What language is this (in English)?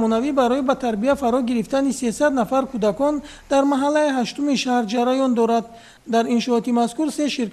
Tajik